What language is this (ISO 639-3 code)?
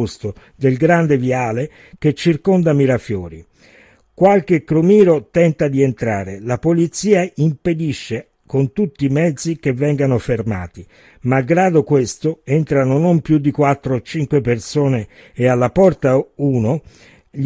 ita